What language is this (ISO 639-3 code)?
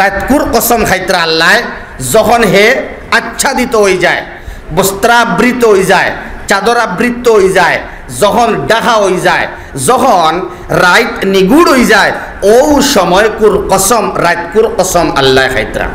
syl